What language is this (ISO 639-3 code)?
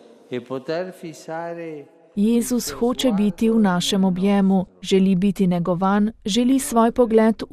slv